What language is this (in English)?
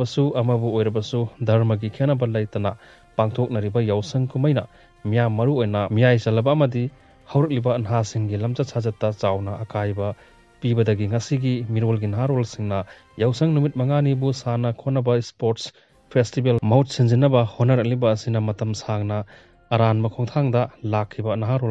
Manipuri